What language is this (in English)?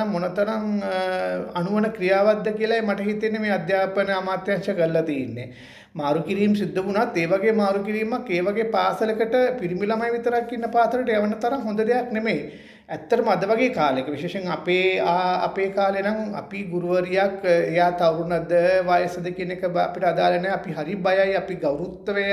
Sinhala